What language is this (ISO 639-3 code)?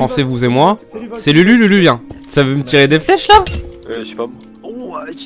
fra